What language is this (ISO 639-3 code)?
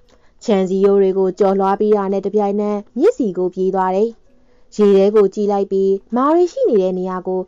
mya